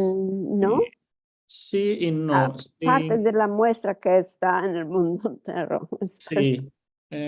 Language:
Ladino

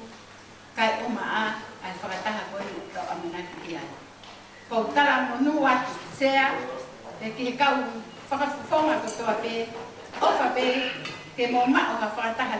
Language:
Tongan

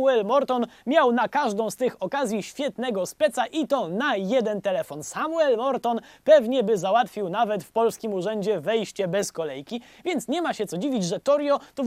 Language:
Polish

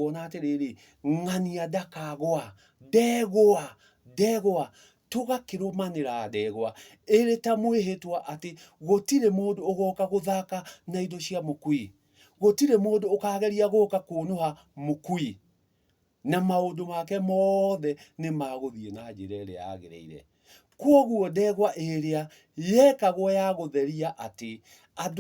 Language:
Kikuyu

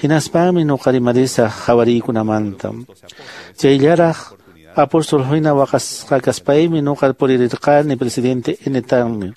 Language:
Quechua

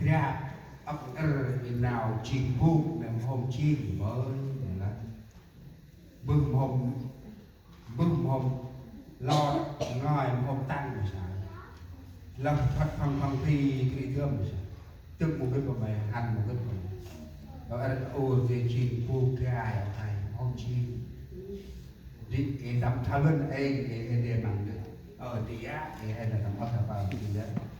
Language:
Central Mnong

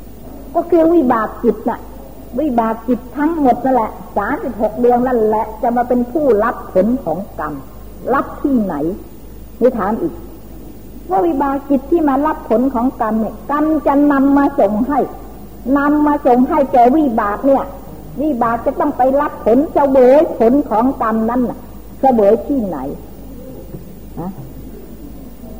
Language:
Thai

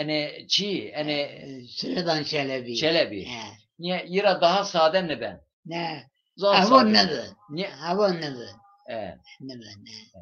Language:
Zaza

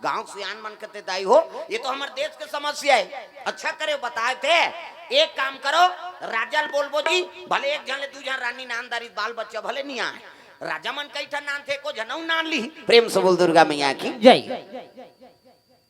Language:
Chhattisgarhi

